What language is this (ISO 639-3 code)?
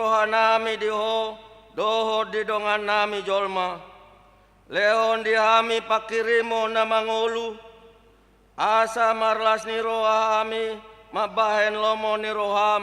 bbc